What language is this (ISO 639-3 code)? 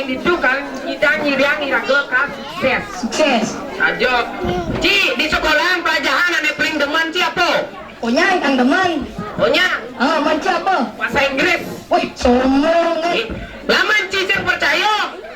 ban